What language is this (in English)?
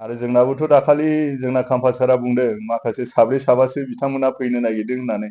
Bodo